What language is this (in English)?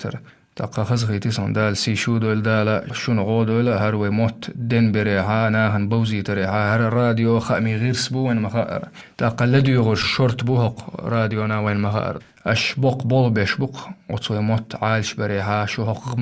Chechen